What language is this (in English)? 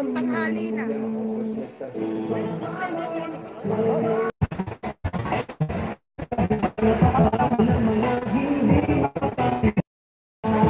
Filipino